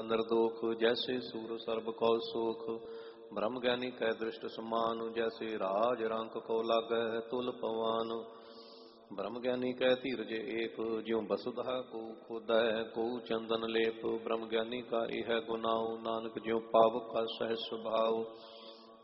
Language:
Punjabi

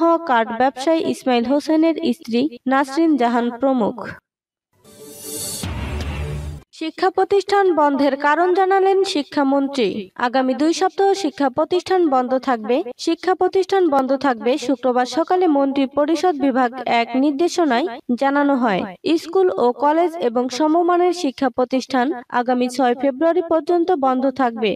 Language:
Bangla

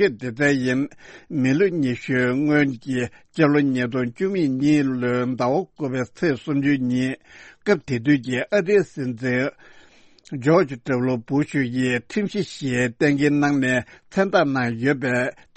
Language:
Tibetan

